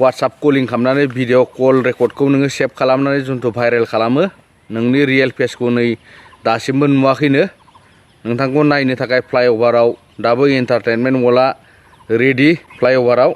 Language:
Bodo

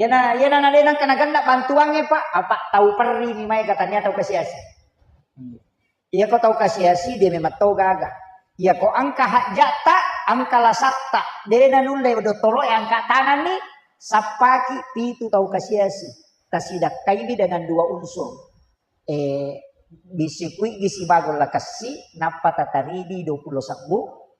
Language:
Buginese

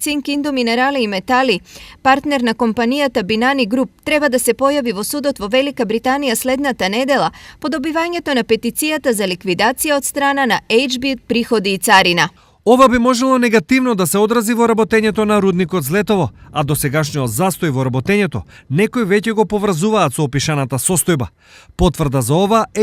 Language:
Macedonian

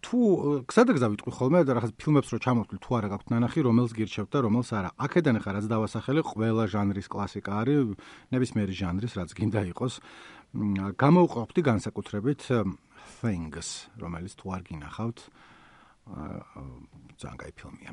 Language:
Georgian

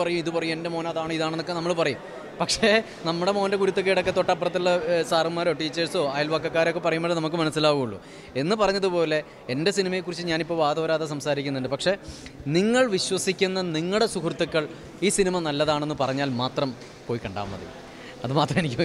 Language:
Malayalam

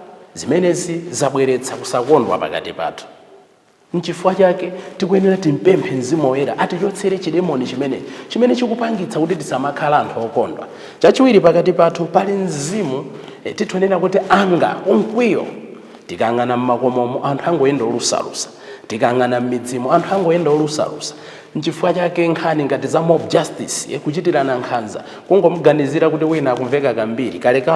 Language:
Nyanja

